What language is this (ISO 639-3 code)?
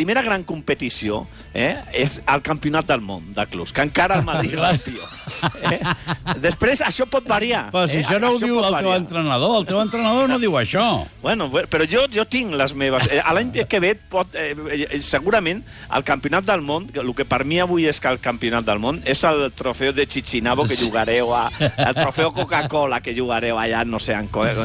cat